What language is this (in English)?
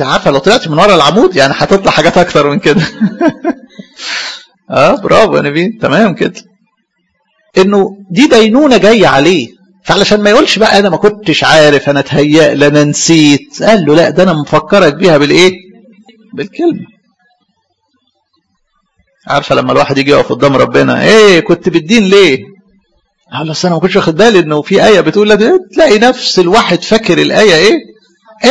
Egyptian Arabic